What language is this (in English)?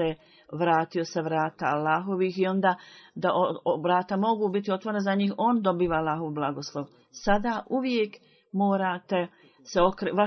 Bosnian